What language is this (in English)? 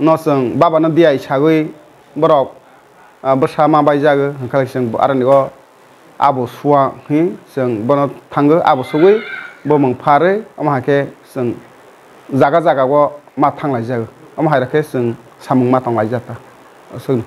Kok Borok